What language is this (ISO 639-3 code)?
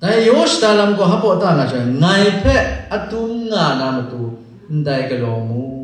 kac